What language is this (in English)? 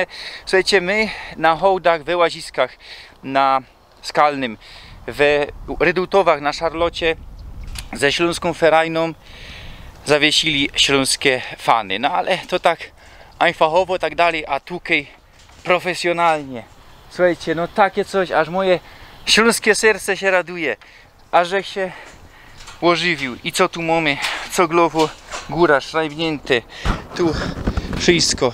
Silesian